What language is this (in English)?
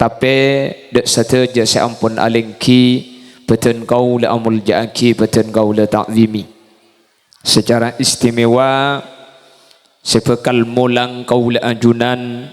Madurese